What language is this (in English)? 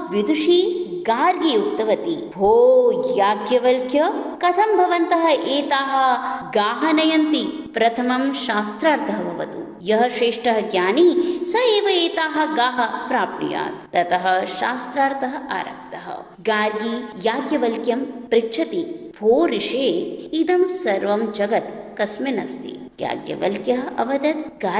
Sanskrit